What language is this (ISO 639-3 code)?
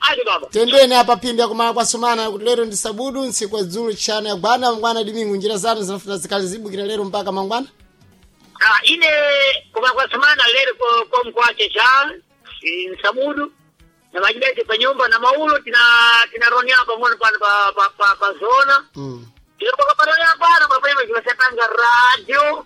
seh